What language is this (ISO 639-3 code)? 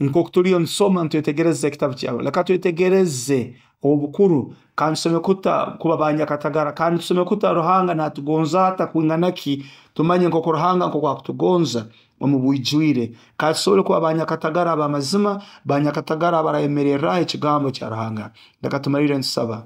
nyo